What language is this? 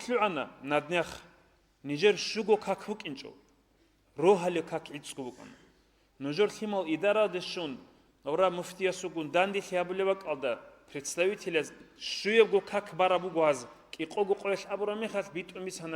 Avaric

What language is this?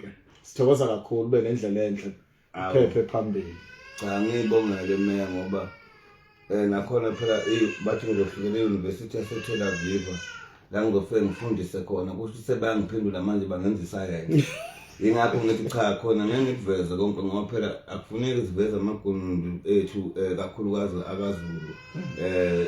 Zulu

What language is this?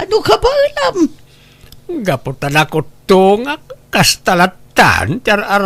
Iloko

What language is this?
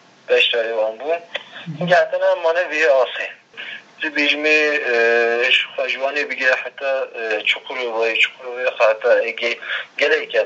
Kurdish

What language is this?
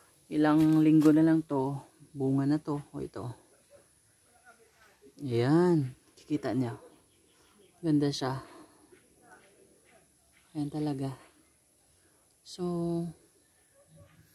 Filipino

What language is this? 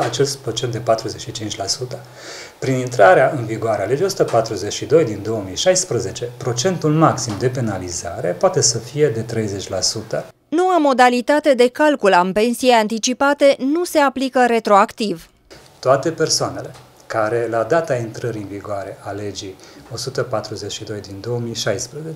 Romanian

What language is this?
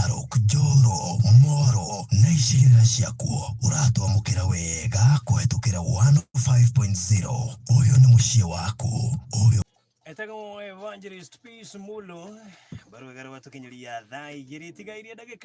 Kikuyu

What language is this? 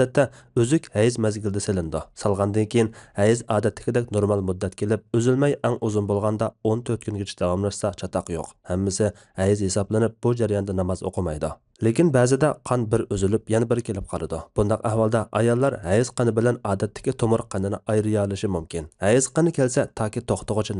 Uyghur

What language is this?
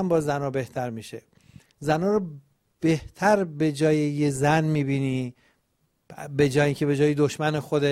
Persian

